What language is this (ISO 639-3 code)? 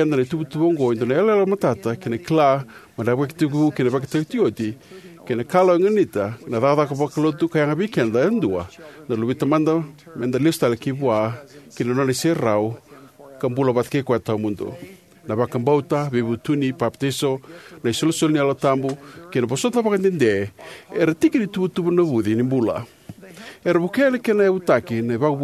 fij